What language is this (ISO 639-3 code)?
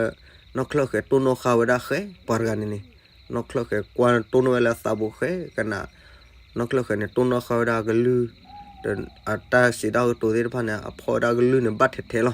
ksw